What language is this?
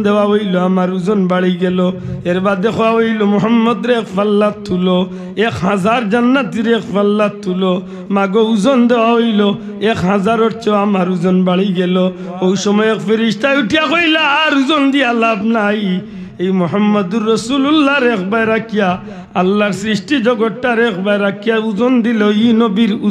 Sylheti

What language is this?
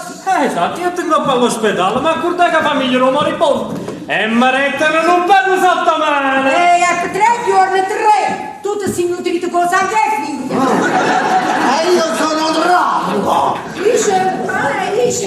Neapolitan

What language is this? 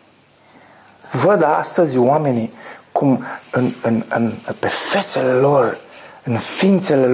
Romanian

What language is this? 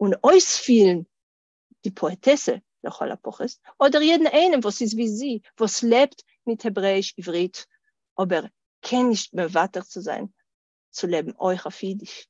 Yiddish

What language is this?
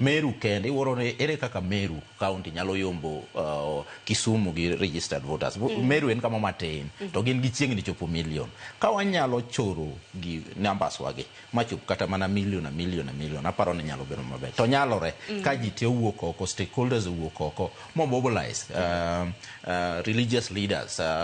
Luo (Kenya and Tanzania)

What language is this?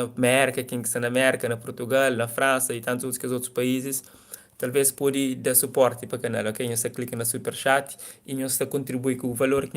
Kabuverdianu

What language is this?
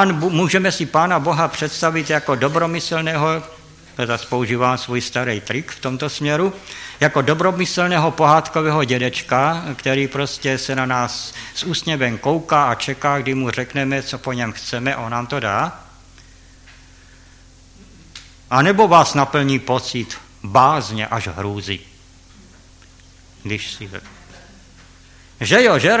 Czech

